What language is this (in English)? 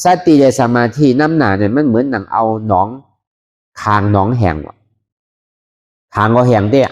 Shan